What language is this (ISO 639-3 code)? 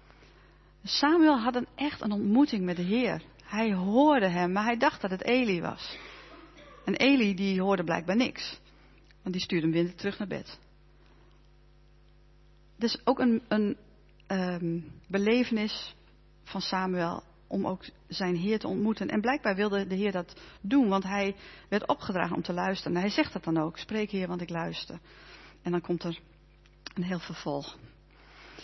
nld